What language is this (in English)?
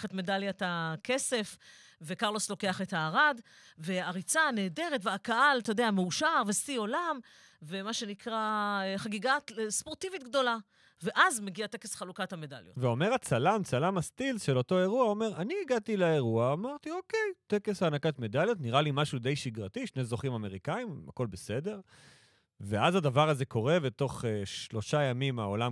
Hebrew